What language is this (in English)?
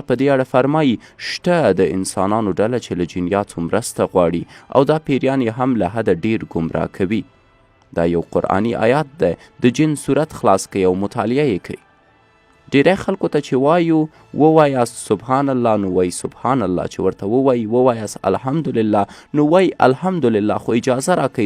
Pashto